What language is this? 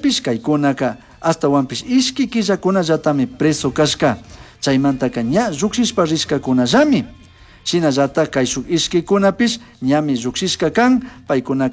Chimborazo Highland Quichua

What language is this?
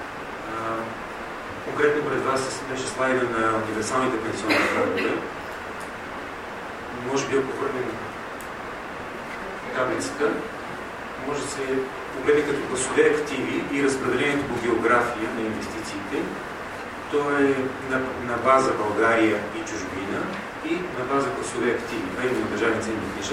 Bulgarian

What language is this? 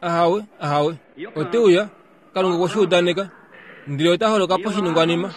Kuanyama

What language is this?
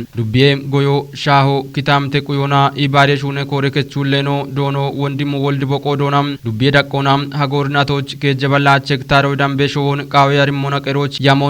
Kafa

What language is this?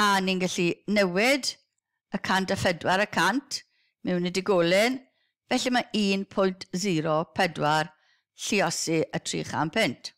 Welsh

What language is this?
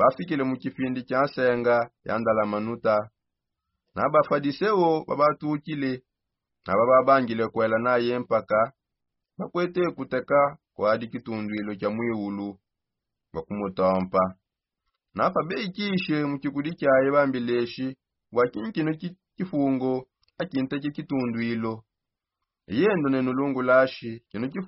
Songe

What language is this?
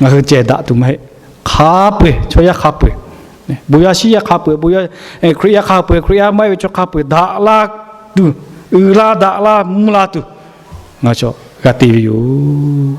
Lahu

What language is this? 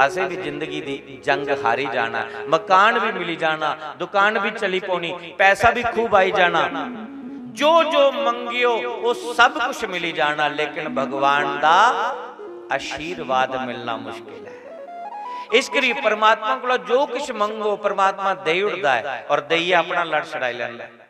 Dogri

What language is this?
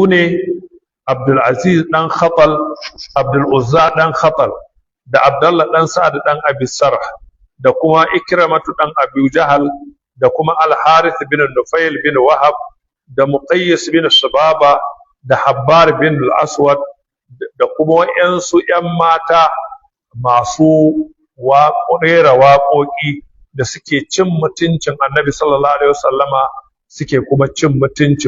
Hausa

